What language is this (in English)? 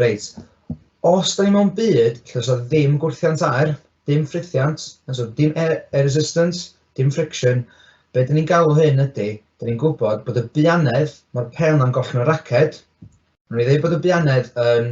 Welsh